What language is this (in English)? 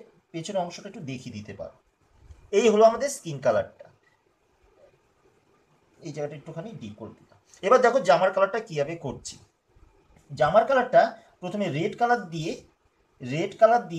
Bangla